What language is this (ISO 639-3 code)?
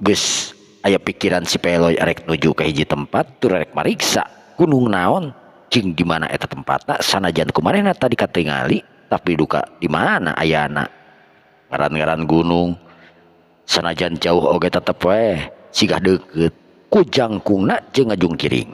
sun